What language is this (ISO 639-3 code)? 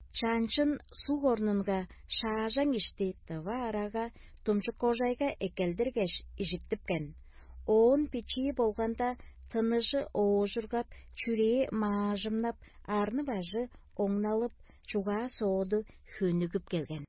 tyv